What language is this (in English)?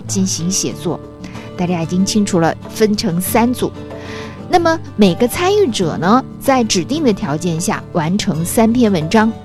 Chinese